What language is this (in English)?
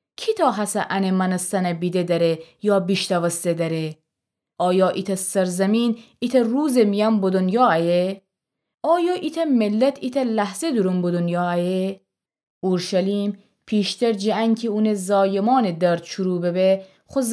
Gilaki